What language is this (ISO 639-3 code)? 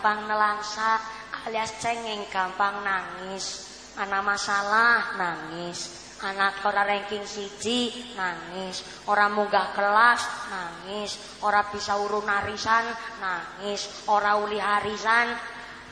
jav